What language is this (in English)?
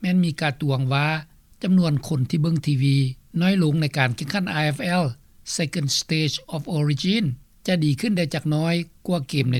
Lao